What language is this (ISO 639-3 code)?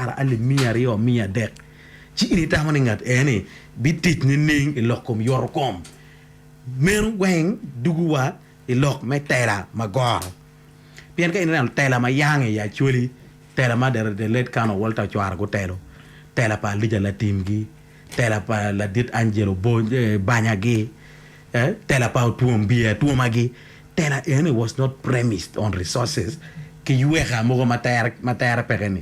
ach